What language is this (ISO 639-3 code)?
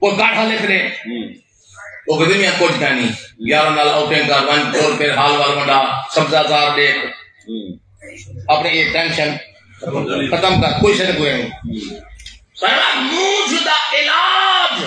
skr